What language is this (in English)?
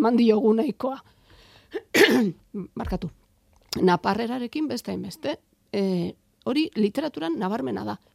Basque